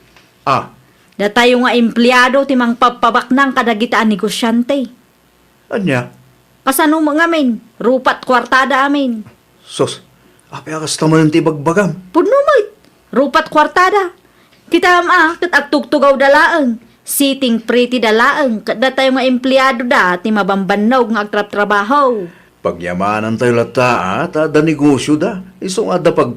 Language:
Iloko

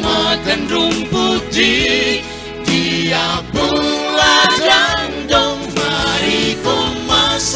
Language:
Kupang Malay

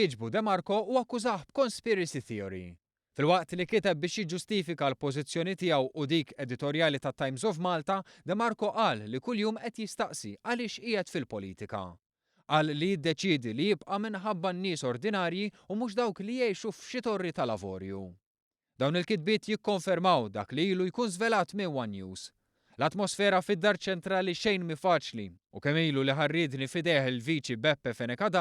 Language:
Maltese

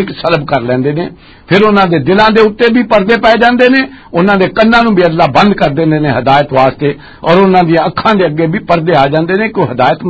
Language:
Western Panjabi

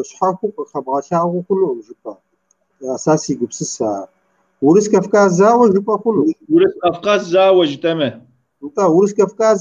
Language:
Kabardian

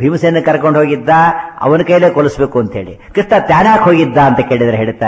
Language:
Kannada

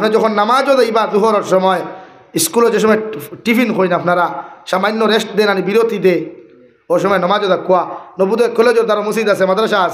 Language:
Sylheti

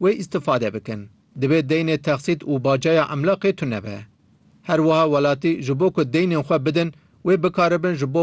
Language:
Kurdish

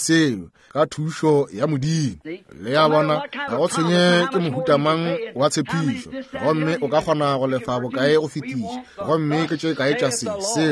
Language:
Northern Sotho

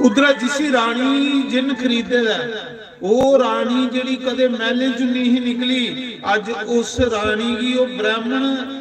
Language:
Dogri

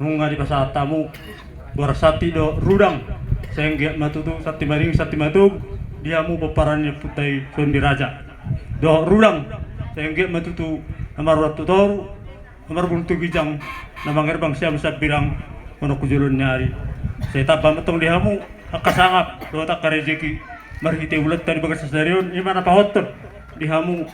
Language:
Batak Toba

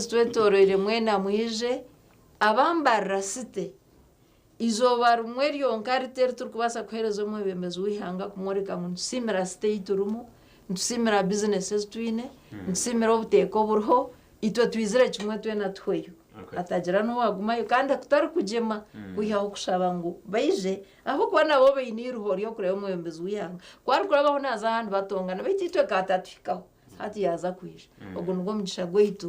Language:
Nyankole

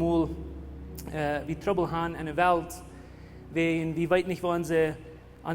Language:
Plautdietsch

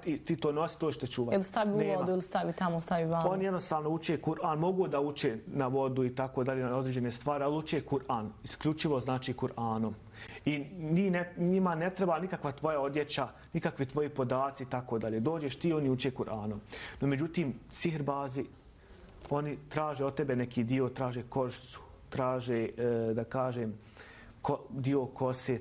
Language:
Bosnian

